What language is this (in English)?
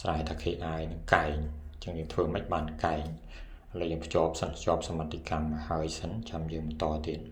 Khmer